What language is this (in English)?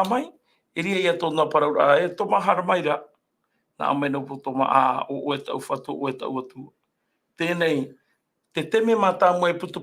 Tahitian